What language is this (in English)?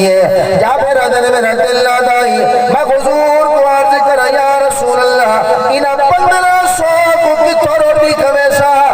Saraiki